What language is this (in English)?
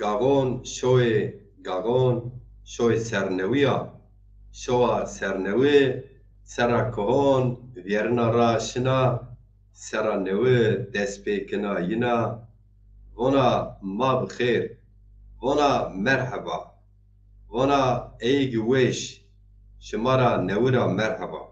Zaza